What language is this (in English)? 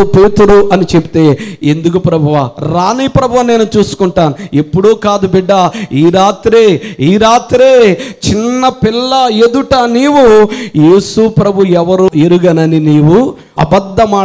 Telugu